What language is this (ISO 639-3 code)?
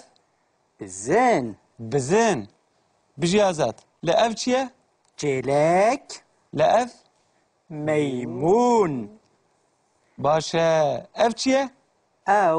kur